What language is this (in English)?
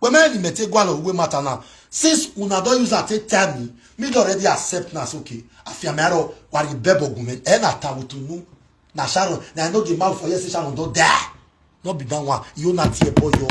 Nigerian Pidgin